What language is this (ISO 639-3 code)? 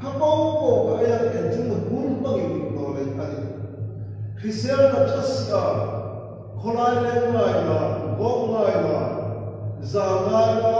hmr